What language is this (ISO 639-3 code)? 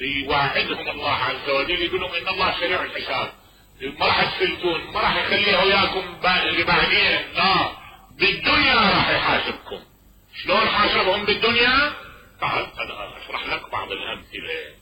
acm